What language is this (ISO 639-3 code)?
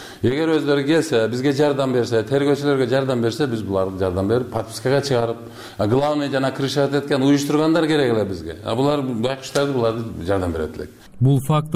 kir